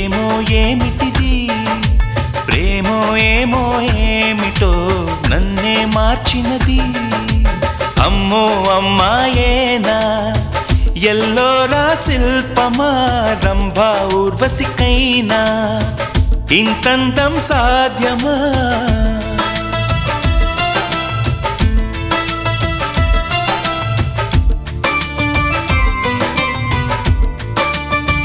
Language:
Telugu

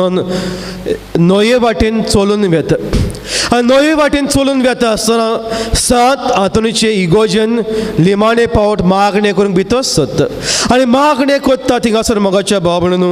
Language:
Konkani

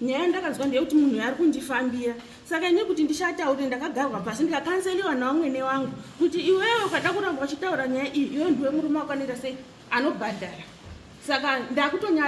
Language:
Shona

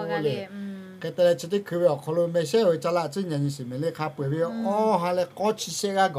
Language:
Lahu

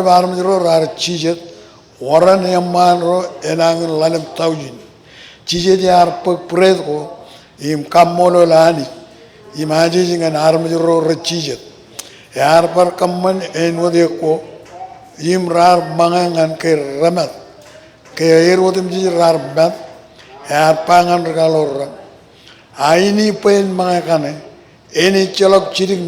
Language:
Marshallese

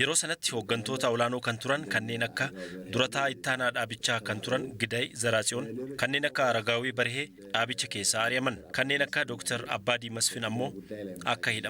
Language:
Oromo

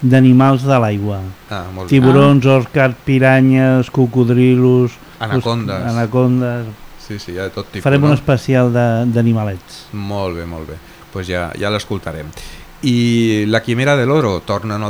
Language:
Catalan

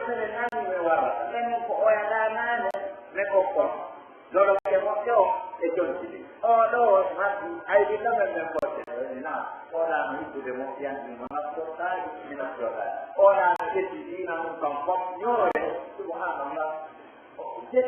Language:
Pular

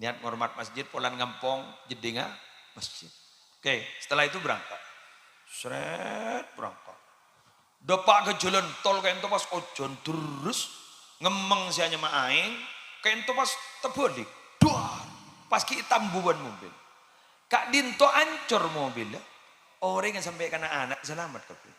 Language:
Madurese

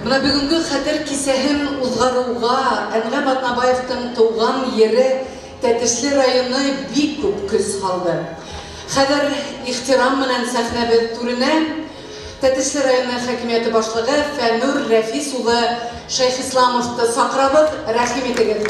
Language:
Bashkir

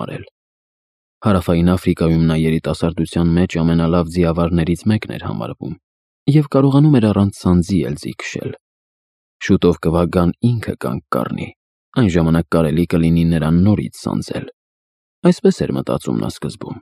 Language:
Armenian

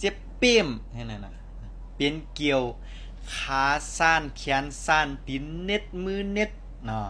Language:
Shan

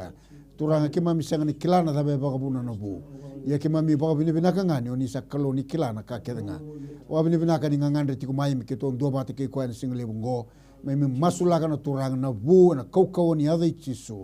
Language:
Fijian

